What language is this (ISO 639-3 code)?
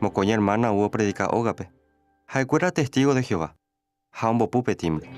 grn